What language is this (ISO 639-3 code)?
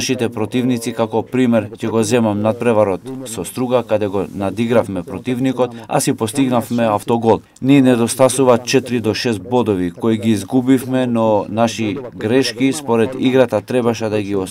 mkd